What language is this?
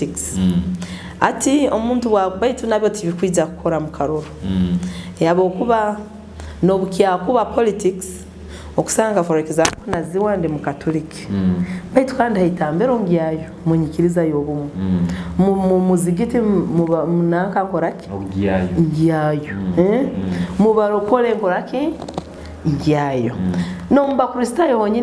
Nyoro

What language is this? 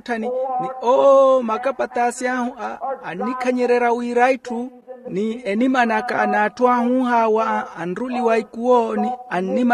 Makhuwa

